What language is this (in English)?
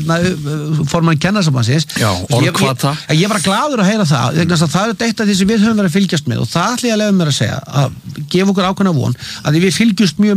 Icelandic